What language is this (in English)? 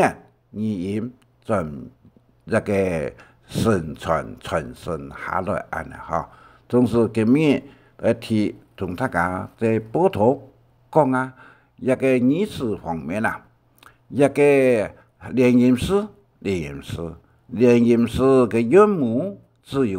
Hakka Chinese